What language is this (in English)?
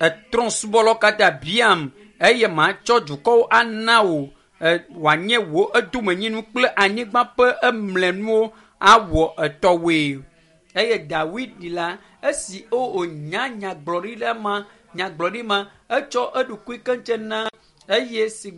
Ewe